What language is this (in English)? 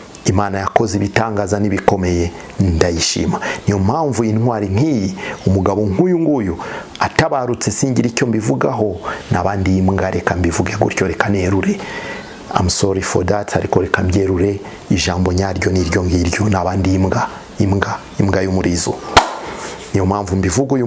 Kinyarwanda